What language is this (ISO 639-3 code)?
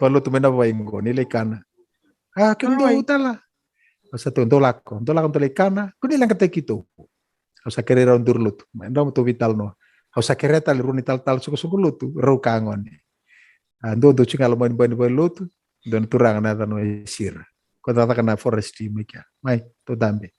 fij